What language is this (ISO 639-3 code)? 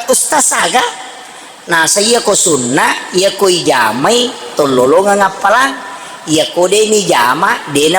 bug